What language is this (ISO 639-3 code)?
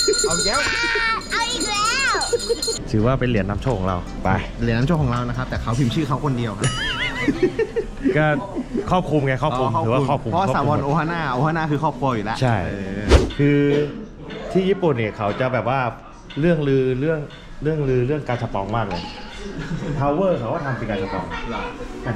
tha